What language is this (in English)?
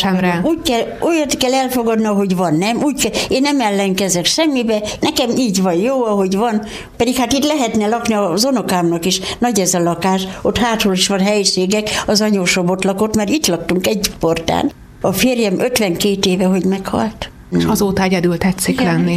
Hungarian